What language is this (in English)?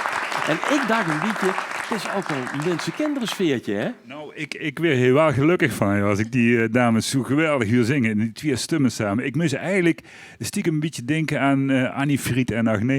Limburgish